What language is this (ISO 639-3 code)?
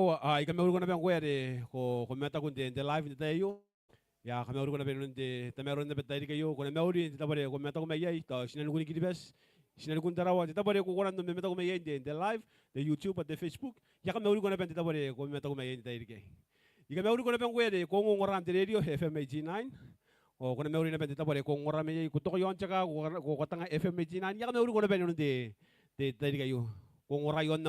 gil